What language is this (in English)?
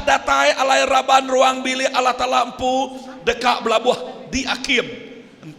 Iban